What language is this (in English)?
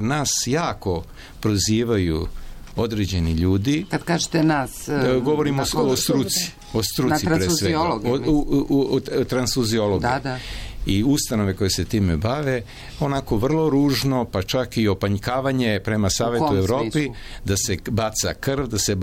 Serbian